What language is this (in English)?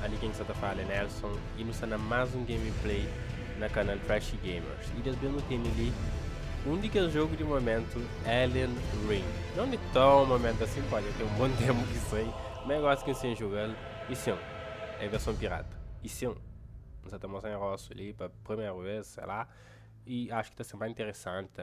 Kabuverdianu